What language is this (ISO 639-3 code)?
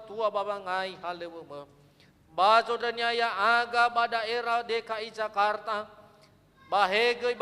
nia